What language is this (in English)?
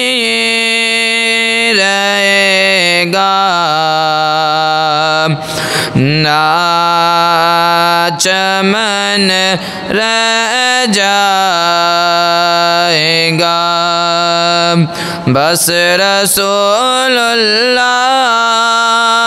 Urdu